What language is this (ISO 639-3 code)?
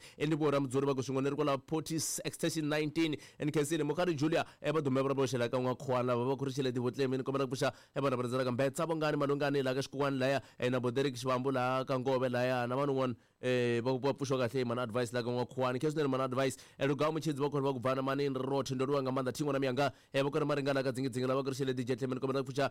tso